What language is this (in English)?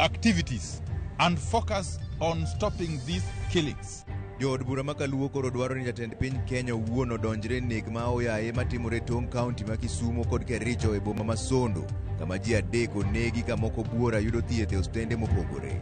Luo (Kenya and Tanzania)